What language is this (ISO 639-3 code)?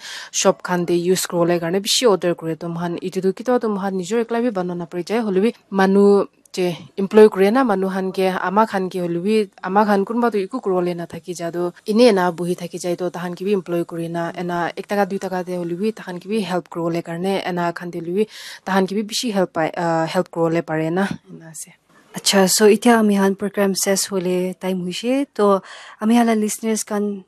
nag